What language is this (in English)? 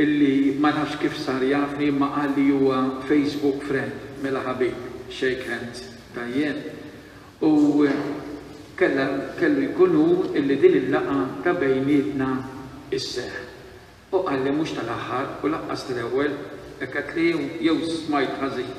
Maltese